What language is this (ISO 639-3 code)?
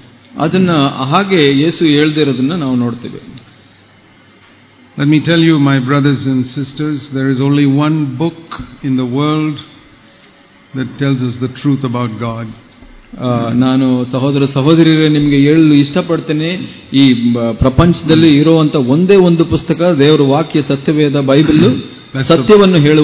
kan